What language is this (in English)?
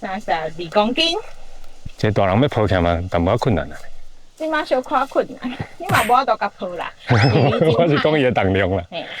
Min Nan Chinese